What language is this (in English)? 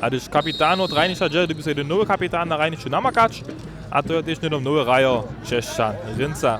Upper Sorbian